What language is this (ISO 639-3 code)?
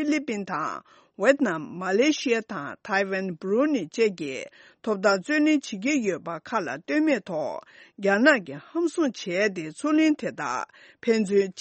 bod